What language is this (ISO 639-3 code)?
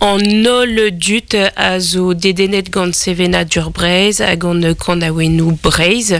bre